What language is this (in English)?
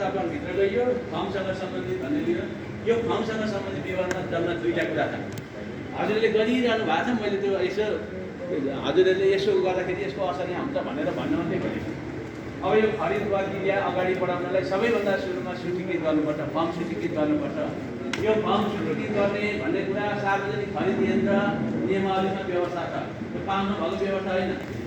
Nepali